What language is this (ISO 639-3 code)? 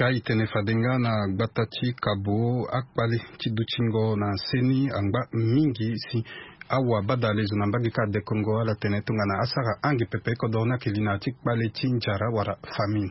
sag